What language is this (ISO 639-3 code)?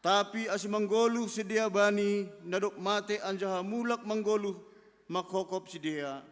bts